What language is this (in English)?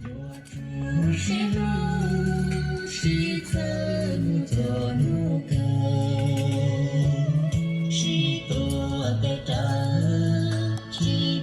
Hmong